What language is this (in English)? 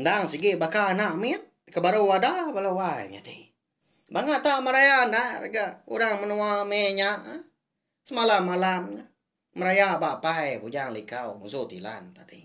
Iban